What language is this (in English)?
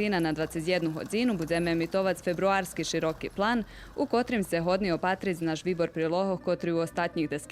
Rusyn